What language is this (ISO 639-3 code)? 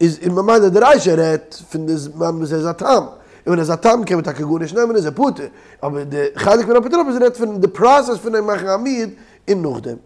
yid